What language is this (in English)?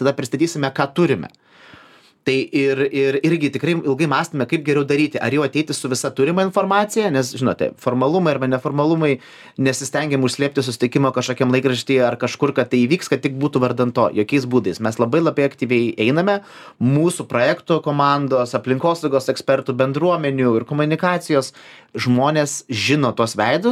Lithuanian